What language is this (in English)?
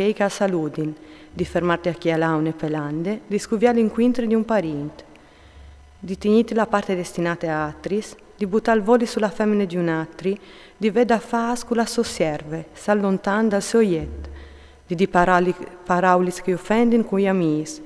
Friulian